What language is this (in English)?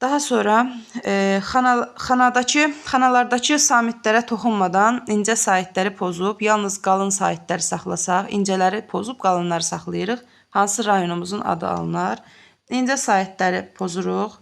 Azerbaijani